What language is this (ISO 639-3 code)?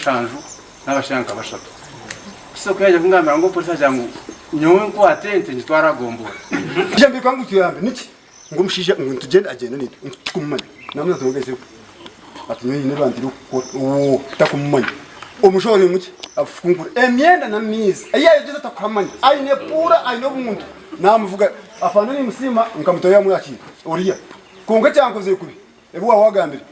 nyn